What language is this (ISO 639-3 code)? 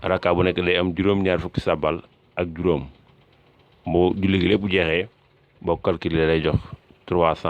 wol